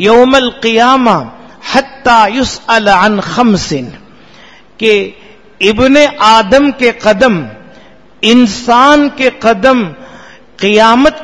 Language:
Urdu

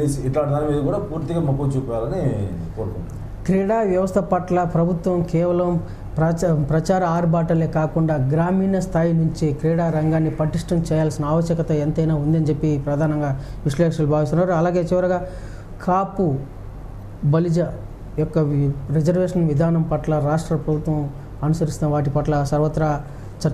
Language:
Telugu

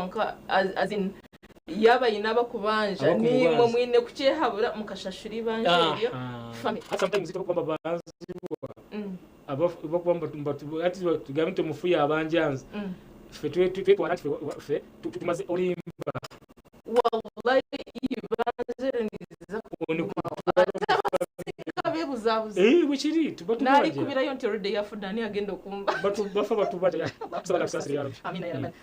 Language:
Nyankole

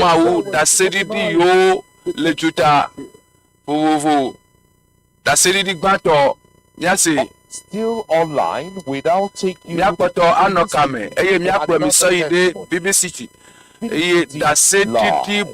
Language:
Ewe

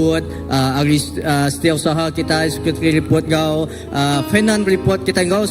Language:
Iban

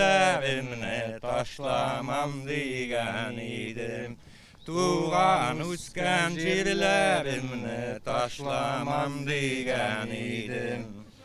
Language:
Tatar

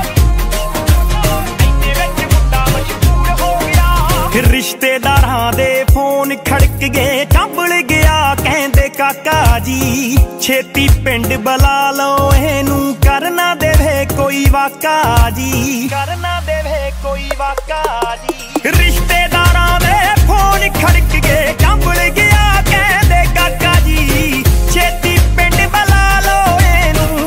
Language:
Punjabi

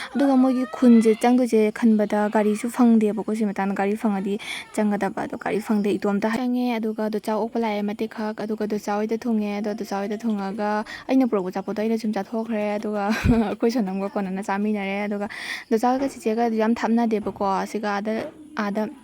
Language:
Manipuri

